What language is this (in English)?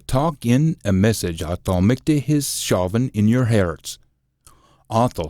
Scots